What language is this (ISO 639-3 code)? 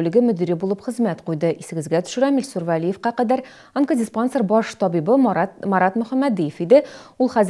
tat